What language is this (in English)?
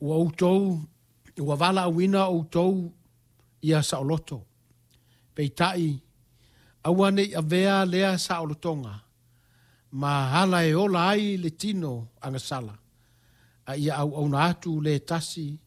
Samoan